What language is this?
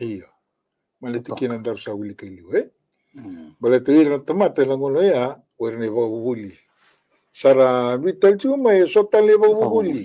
Fijian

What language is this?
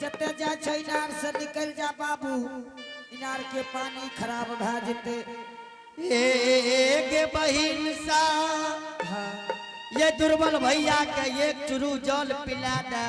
Angika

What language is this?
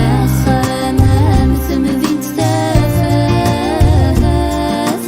Kabyle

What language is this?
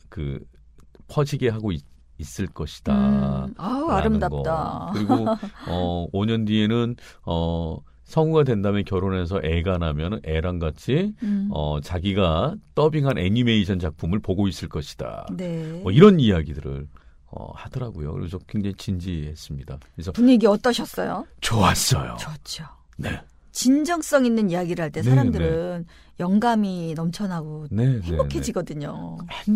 Korean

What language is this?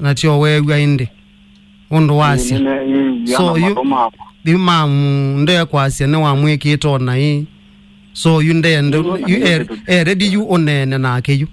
Kamba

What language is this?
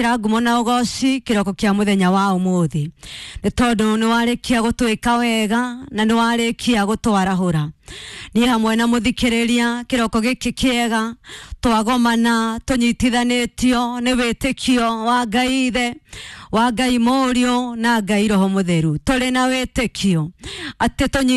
Kikuyu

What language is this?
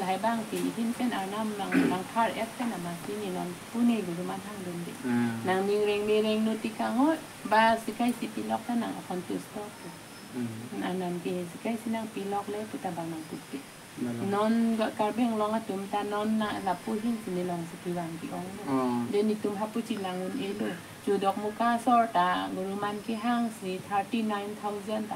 Karbi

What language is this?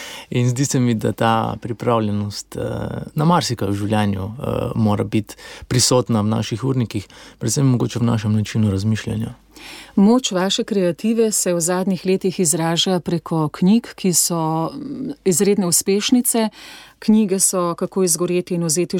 Slovenian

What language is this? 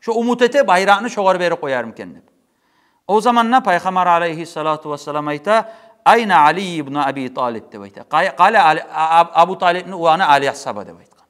Kumyk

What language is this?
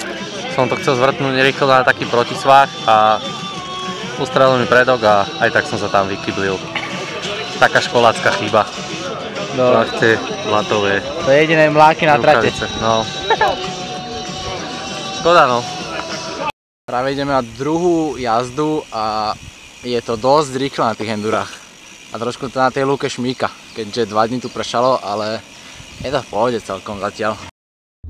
Slovak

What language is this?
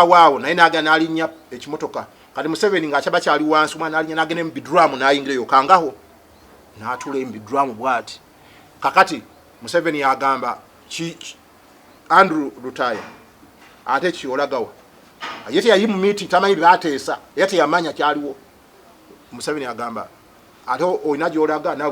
Ganda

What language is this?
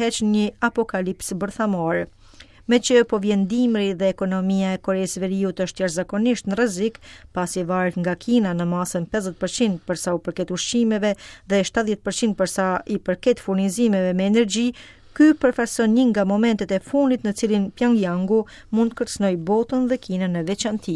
Albanian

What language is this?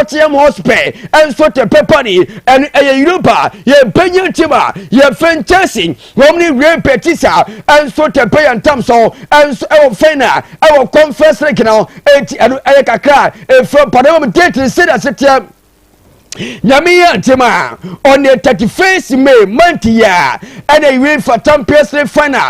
Akan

